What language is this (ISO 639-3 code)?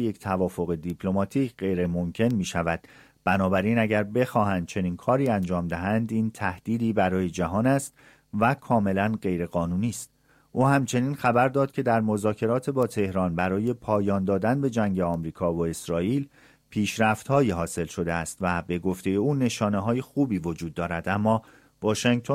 fas